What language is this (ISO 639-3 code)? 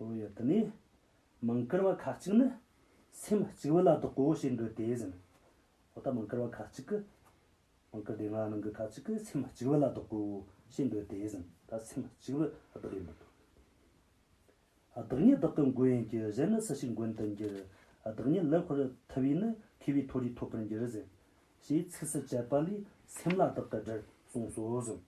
bod